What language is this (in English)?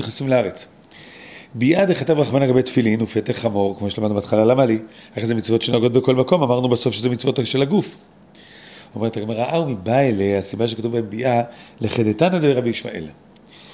Hebrew